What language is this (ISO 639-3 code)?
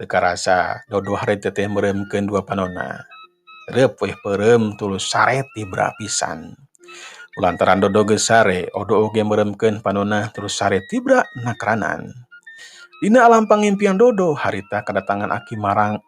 sun